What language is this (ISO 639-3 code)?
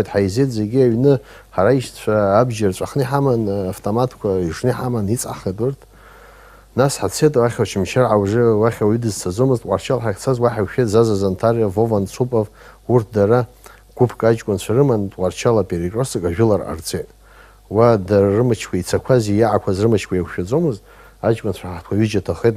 abk